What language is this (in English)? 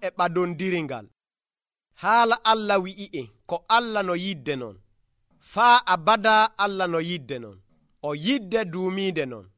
Nigerian Fulfulde